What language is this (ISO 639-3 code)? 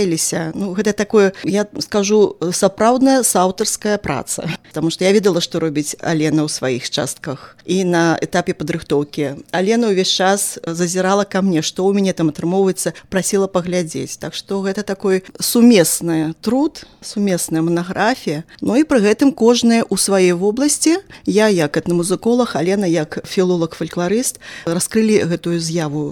bel